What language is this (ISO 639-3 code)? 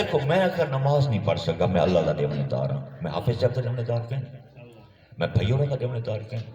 skr